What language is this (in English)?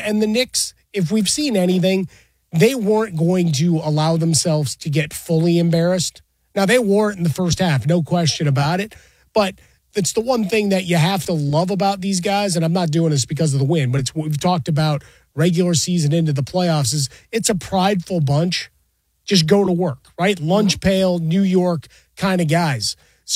English